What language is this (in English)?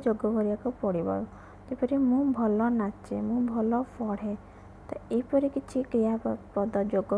Odia